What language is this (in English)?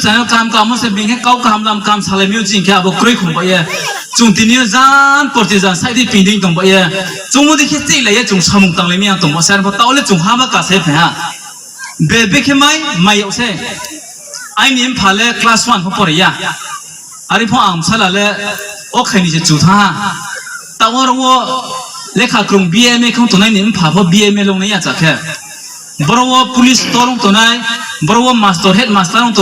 Riang (India)